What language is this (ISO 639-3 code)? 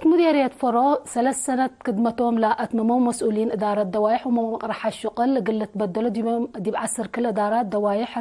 tig